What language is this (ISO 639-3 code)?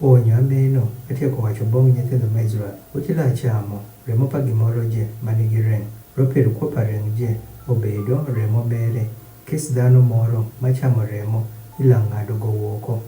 adh